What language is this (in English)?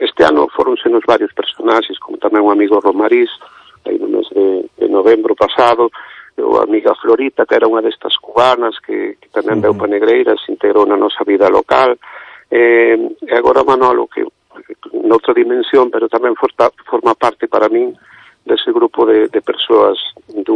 Galician